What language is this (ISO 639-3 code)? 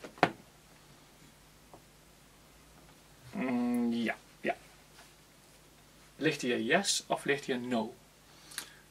nld